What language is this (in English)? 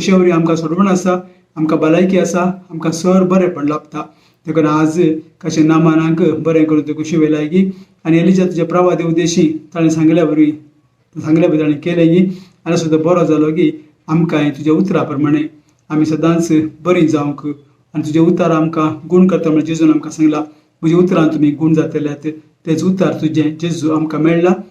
Konkani